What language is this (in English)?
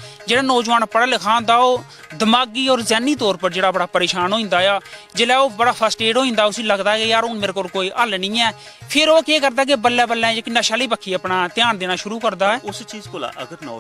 Dogri